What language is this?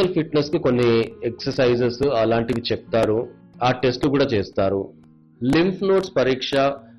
Telugu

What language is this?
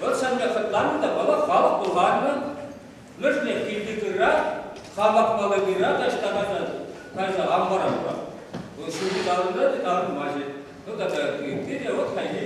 Chuvash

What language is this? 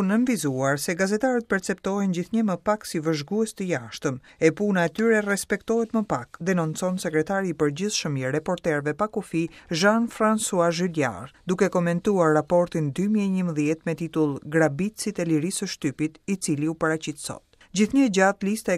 Albanian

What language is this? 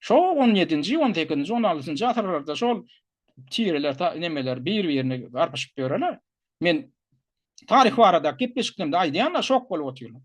Turkmen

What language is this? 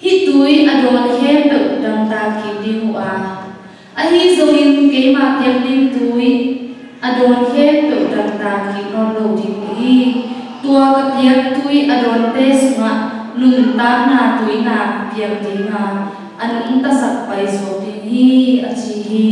Tedim Chin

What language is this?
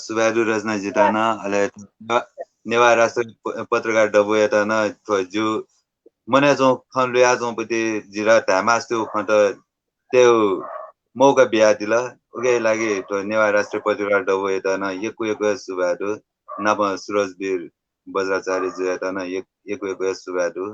Newari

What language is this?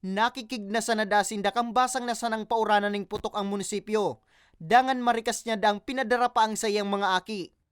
Bikol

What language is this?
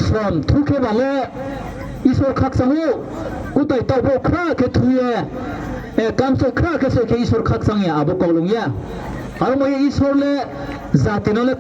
Riang (India)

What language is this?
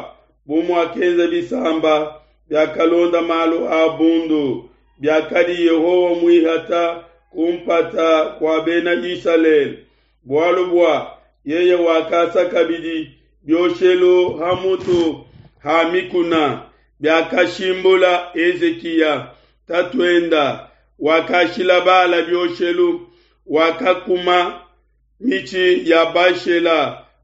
Luba-Lulua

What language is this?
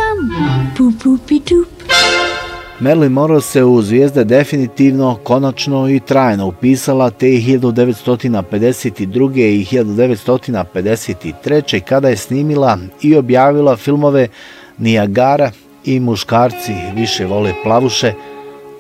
Bosnian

